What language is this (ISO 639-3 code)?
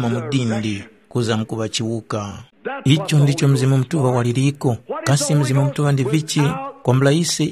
tum